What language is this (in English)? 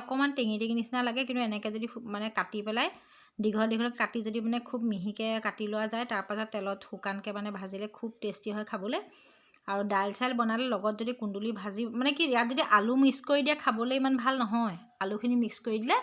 Assamese